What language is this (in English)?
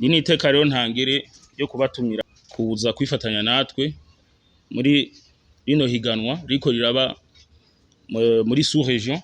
Rundi